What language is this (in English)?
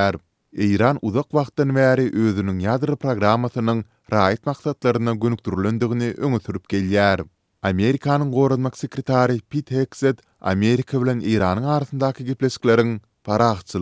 Turkmen